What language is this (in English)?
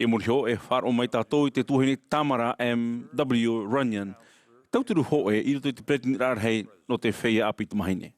Tahitian